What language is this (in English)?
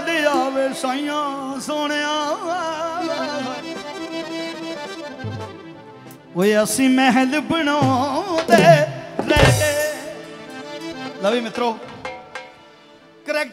Punjabi